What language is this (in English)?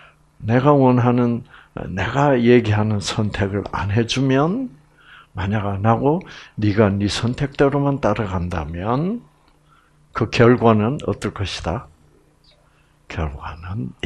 Korean